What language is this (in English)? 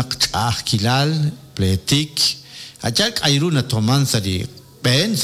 Kekchí